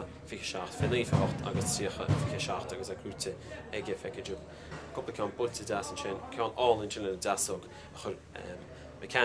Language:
Irish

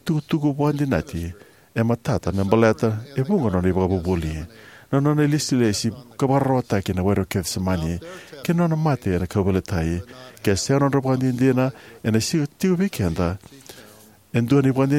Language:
Fijian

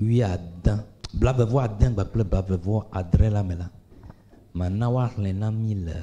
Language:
Ewe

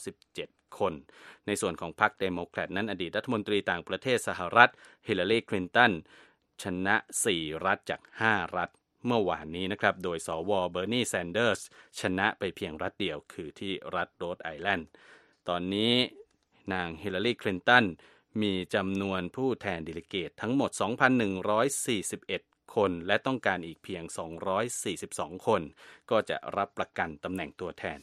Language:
Thai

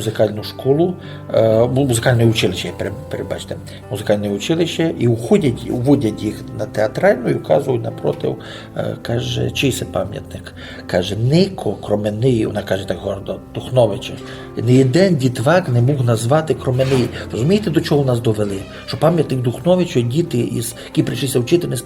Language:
Rusyn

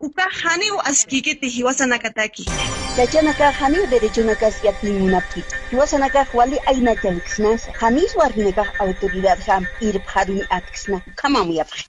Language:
Aymara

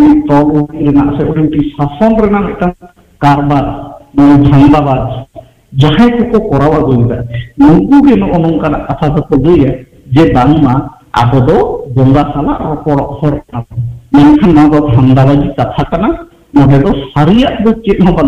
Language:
Santali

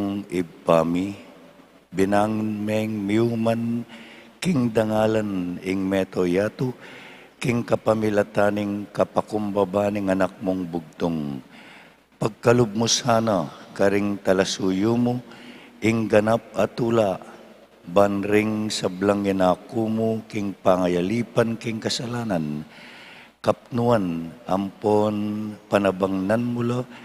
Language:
Pampanga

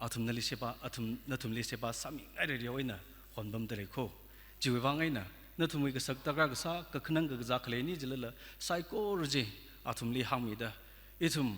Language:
Tangkhul Naga (India)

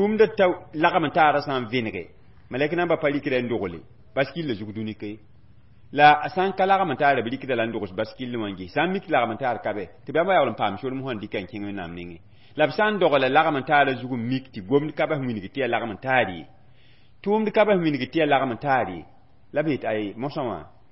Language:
Mossi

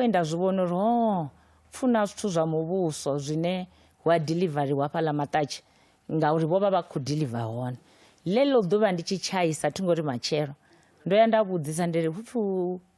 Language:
Venda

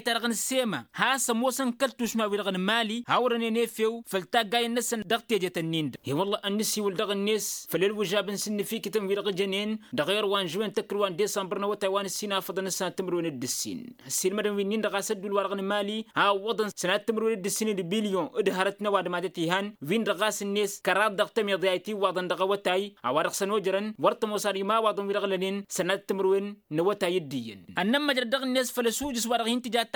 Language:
Tamasheq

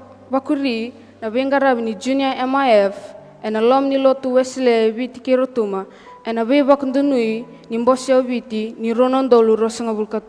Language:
Fijian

